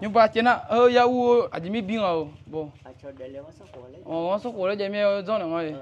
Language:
Akha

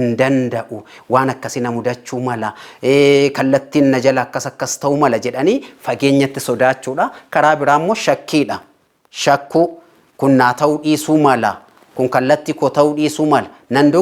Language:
Oromo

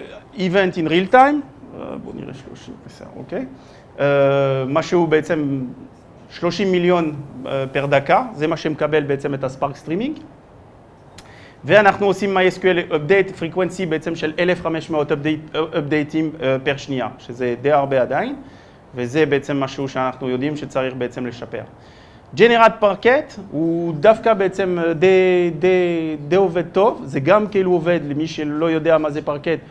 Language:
Hebrew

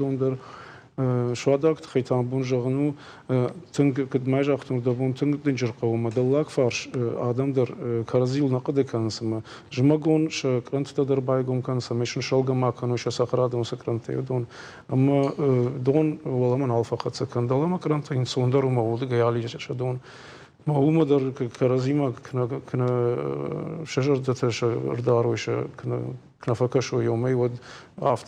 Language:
Ossetic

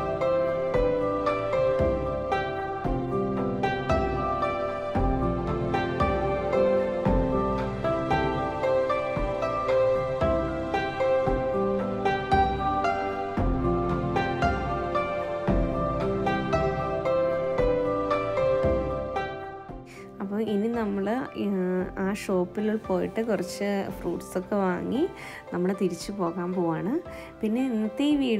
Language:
Malayalam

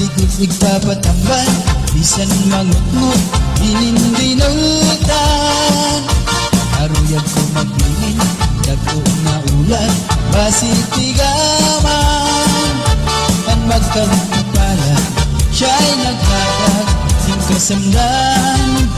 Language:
Waray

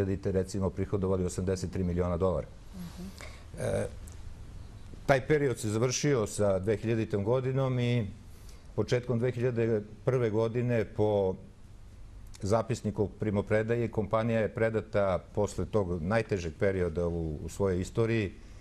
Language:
Serbian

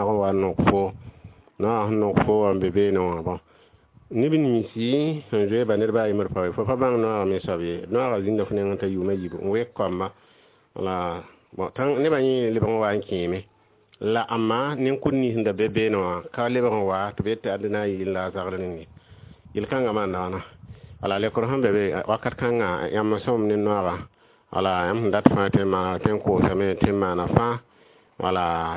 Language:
Mossi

